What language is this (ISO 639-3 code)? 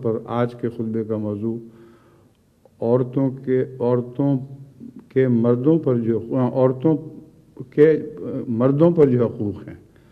urd